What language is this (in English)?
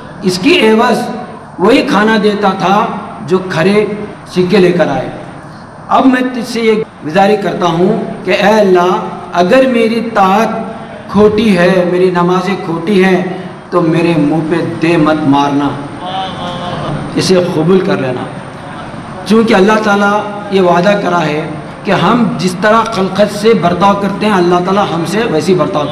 Urdu